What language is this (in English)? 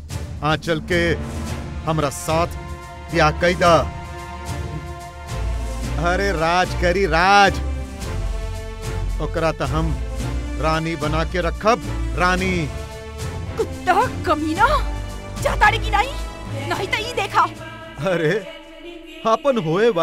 Bhojpuri